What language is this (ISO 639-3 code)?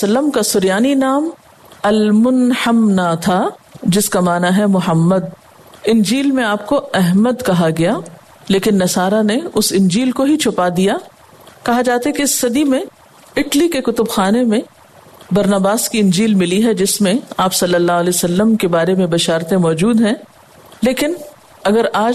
urd